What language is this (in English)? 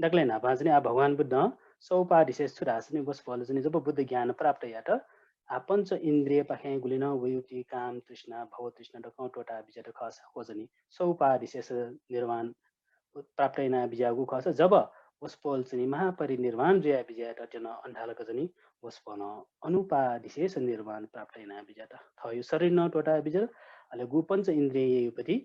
Newari